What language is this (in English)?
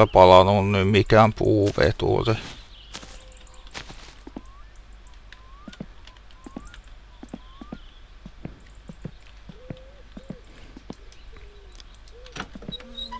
Finnish